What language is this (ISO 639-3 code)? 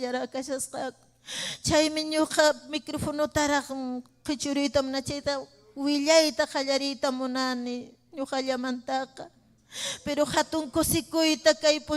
quy